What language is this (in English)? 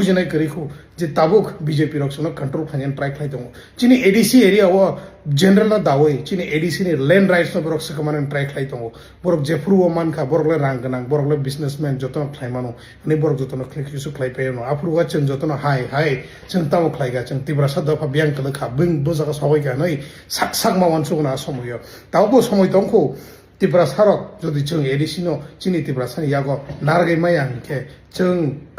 Kok Borok